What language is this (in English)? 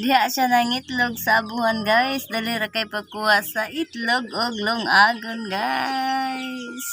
Cebuano